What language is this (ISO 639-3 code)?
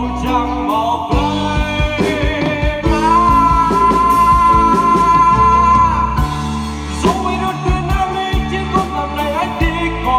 vie